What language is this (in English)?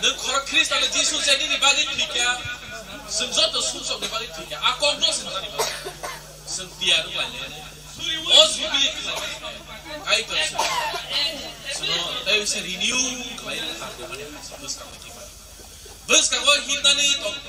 Kok Borok